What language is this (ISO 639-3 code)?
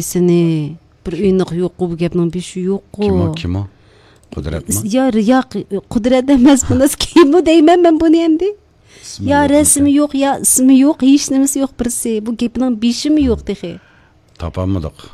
uig